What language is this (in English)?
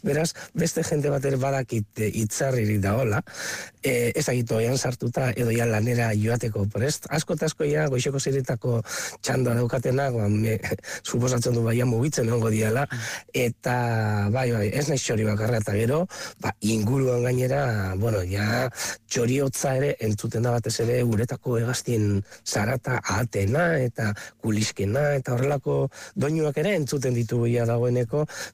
Basque